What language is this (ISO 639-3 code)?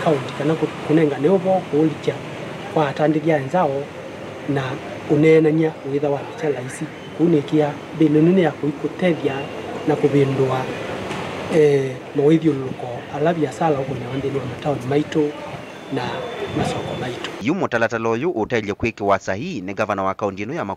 kam